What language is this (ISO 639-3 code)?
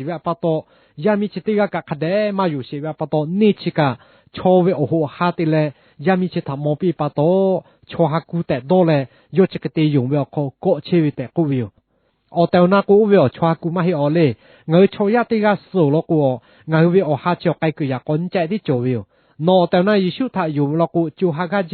lhu